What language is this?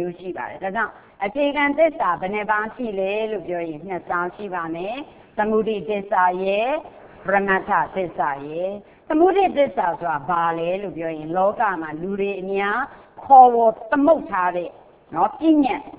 Burmese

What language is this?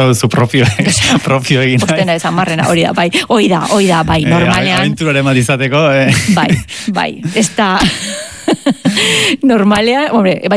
Basque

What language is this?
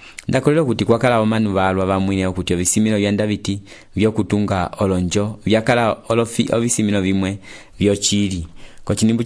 Umbundu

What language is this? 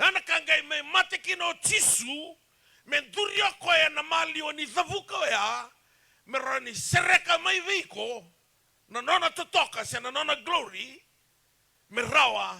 Fijian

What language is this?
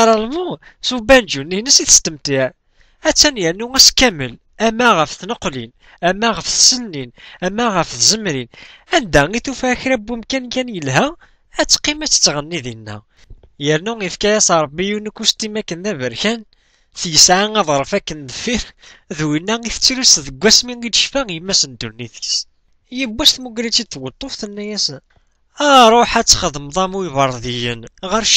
Kabyle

